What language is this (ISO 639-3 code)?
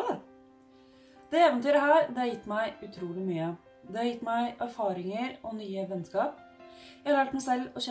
nor